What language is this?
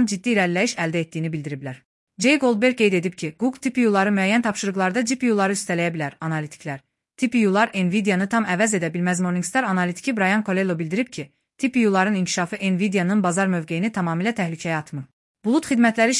Azerbaijani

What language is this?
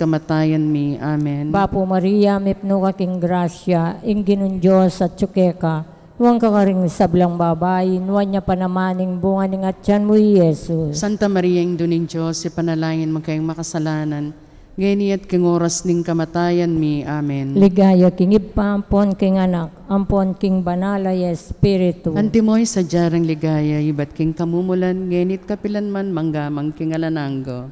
Pampanga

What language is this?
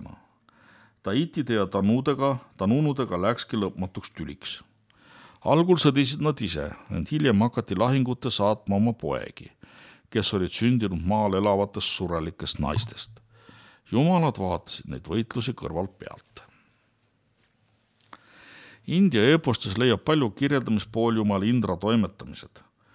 Estonian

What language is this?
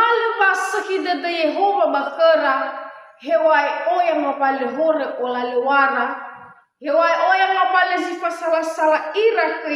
Nias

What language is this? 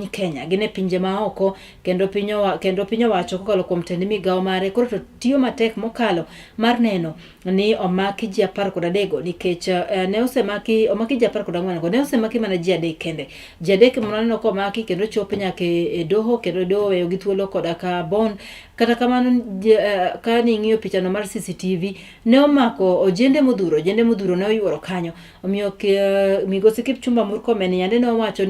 Luo (Kenya and Tanzania)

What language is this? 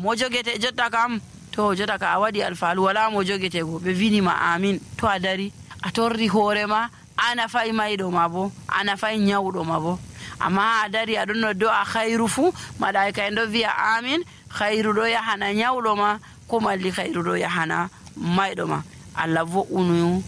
Nigerian Fulfulde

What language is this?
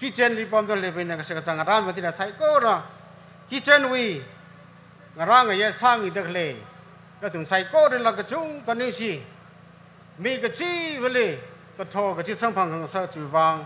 Tangkhul Naga (India)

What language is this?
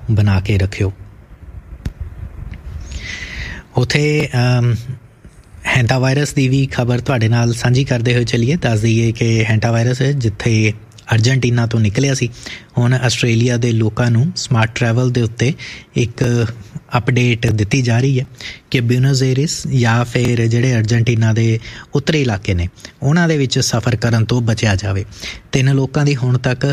Punjabi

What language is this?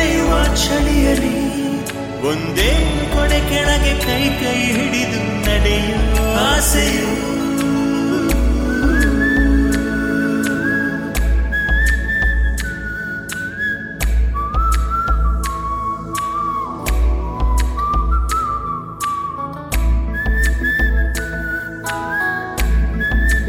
Kannada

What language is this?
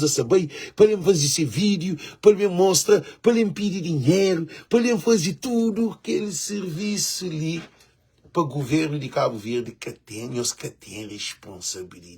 Kabuverdianu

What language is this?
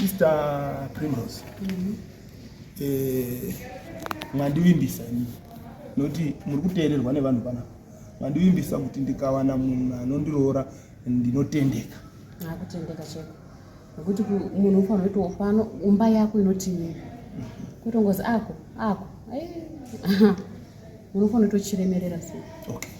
Shona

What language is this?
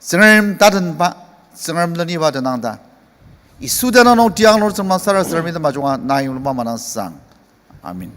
Ao Naga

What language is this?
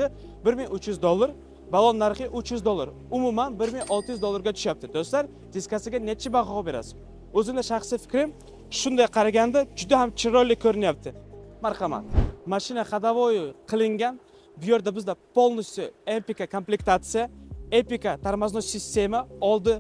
Uzbek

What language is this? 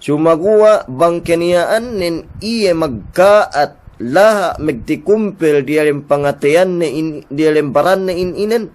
Yakan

